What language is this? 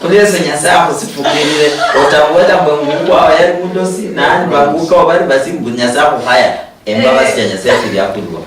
Luyia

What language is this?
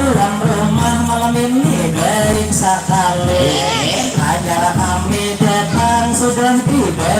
Banjar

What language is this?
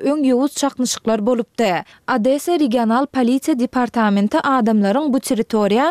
Turkmen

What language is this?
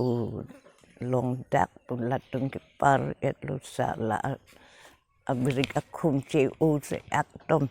Karbi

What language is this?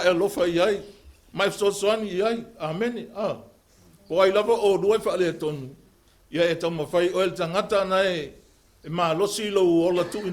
Samoan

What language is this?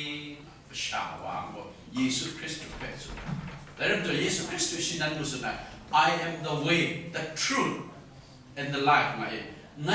Kachin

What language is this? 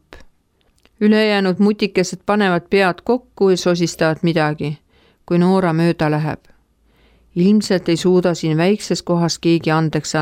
Estonian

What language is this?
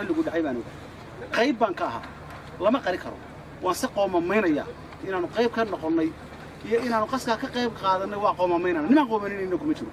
Somali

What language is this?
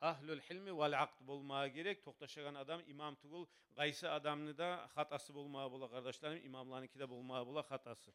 Kumyk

